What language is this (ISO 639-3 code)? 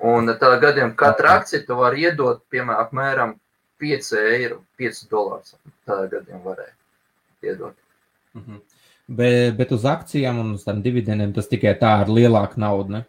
lav